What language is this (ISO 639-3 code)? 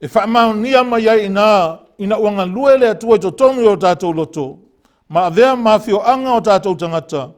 smo